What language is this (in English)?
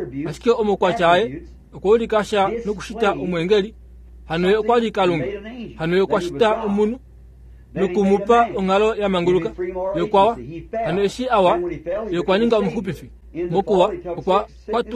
Kuanyama